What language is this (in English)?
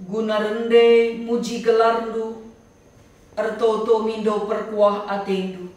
Batak Karo